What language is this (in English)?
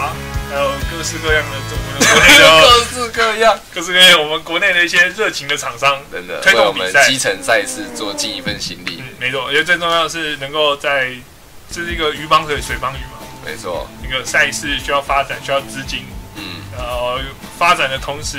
Chinese